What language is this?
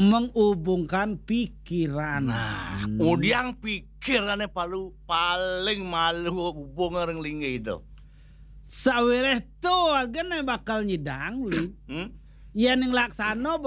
Balinese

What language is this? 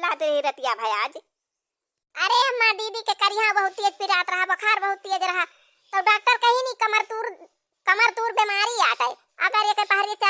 Awadhi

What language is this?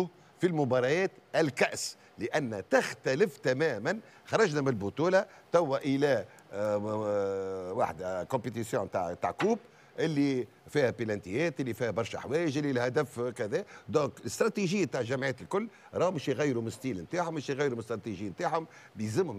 Tunisian Arabic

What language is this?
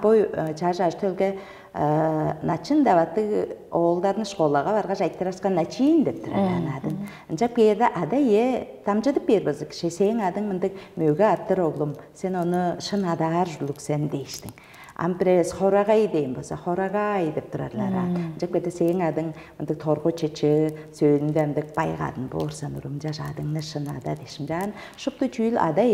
Tuvinian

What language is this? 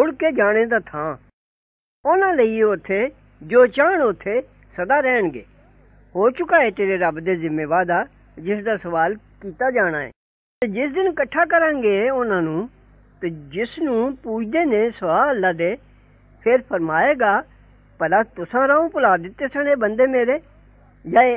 Urdu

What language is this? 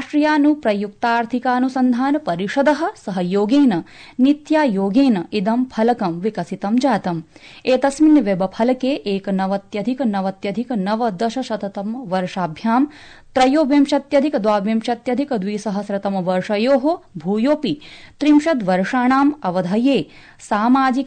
Sanskrit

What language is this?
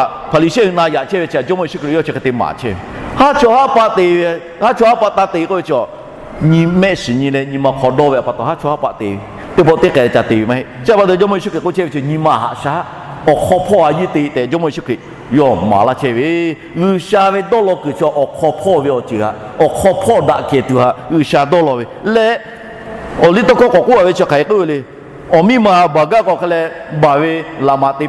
Lahu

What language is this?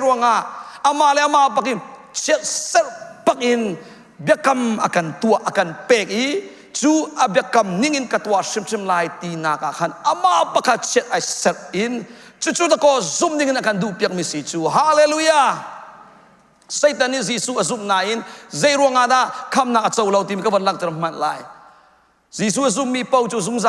Hakha Chin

